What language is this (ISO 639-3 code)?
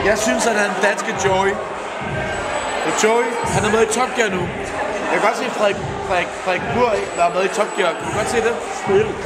dan